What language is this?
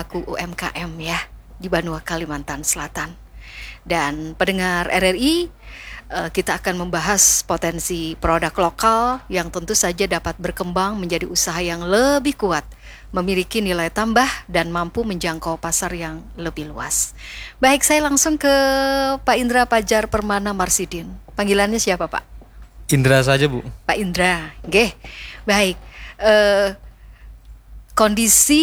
Indonesian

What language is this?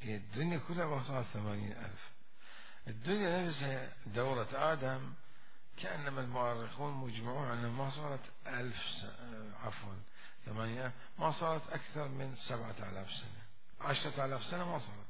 Mesopotamian Arabic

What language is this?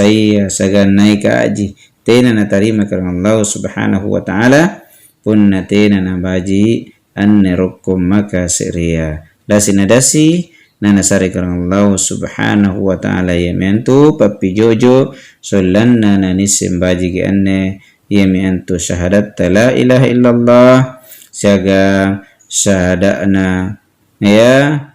Makasar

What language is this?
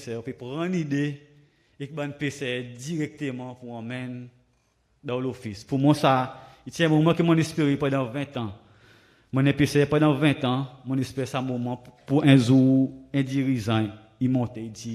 Seselwa Creole French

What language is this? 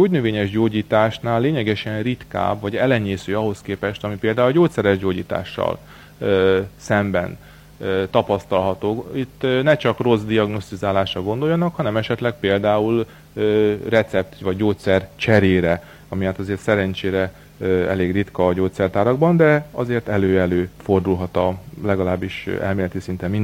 Hungarian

